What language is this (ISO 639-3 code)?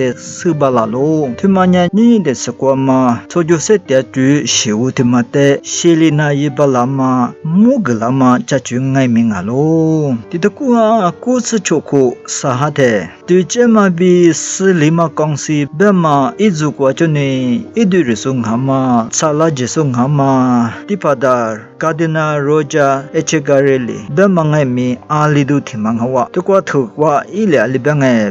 lis